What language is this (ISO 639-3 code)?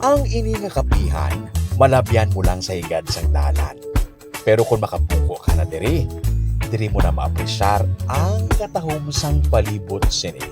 hil